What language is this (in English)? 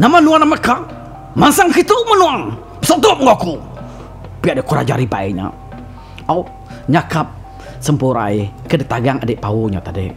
Iban